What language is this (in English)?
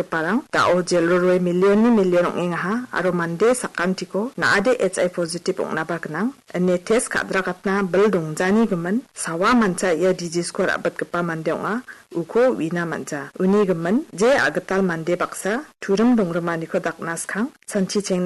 Garo